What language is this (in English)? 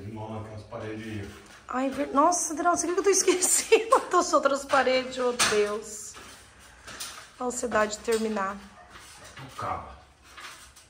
Portuguese